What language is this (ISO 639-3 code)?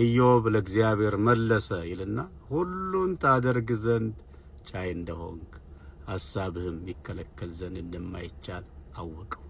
amh